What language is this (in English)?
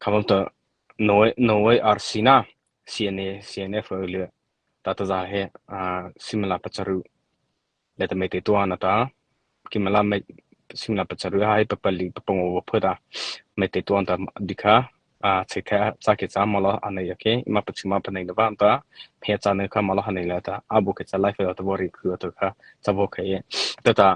Mara Chin